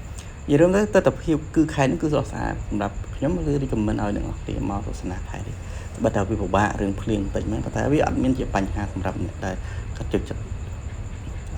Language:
Khmer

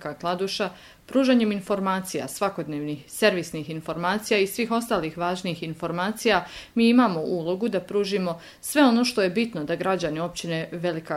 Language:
Bosnian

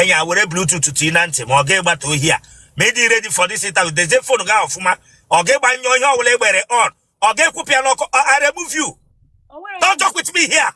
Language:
Igbo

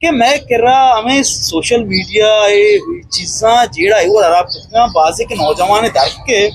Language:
Eastern Balochi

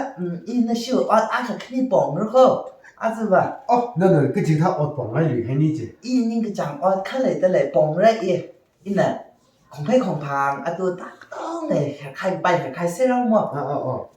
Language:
Tangkhul Naga (India)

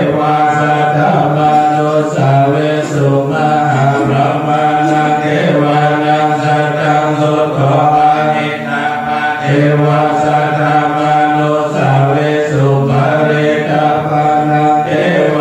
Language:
Pali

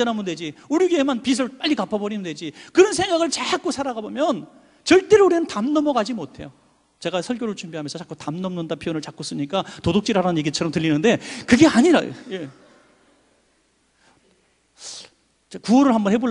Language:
Korean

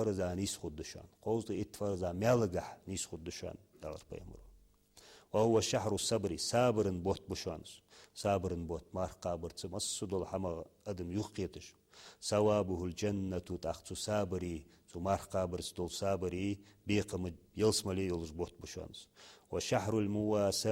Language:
Ingush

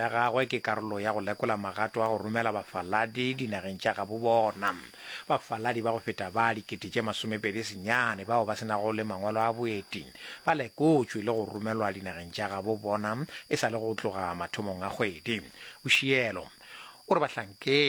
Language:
Northern Sotho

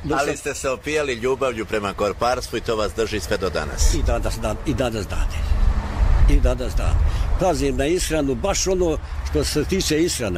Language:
Serbian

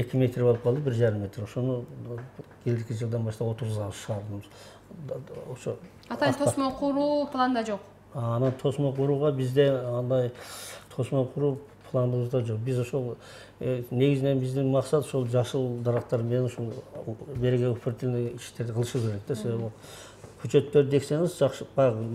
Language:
Kyrgyz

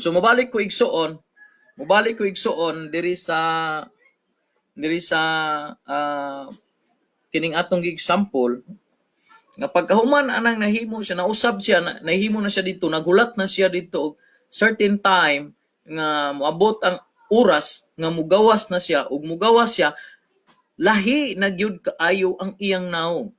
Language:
Cebuano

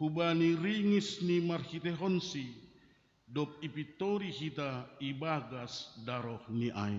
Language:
Batak Simalungun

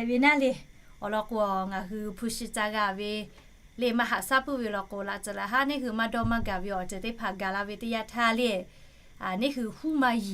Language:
Lahu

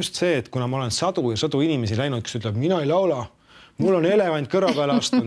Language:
Estonian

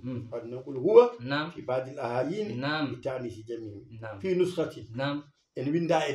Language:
Fula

